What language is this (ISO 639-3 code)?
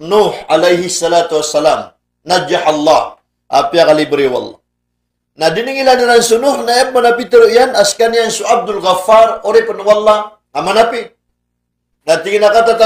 mrw